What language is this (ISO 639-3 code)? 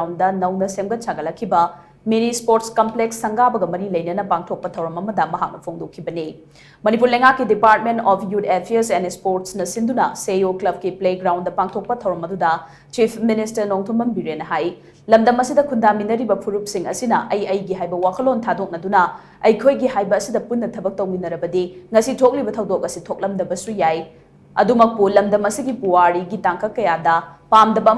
mni